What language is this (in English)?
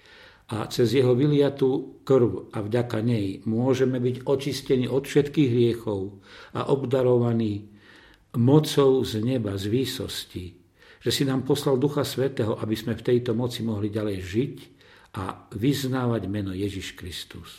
Slovak